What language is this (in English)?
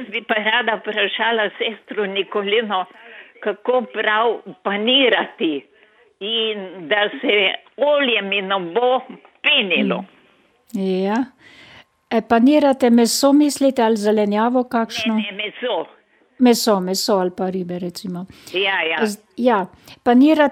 Slovenian